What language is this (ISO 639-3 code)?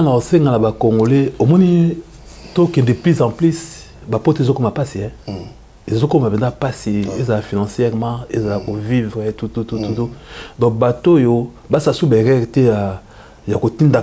lin